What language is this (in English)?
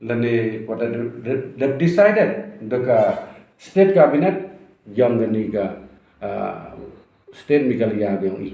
Pnar